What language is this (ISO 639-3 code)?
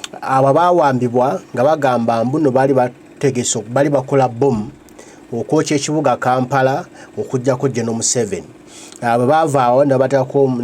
lug